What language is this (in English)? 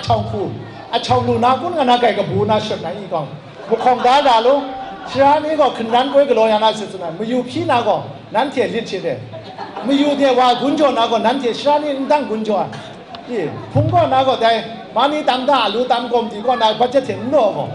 Kachin